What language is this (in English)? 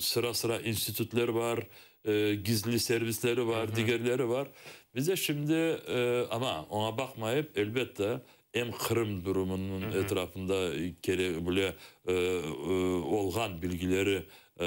Crimean Tatar